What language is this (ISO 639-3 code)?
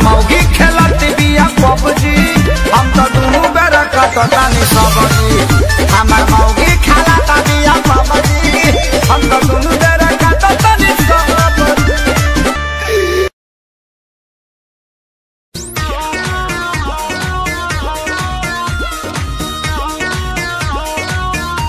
bho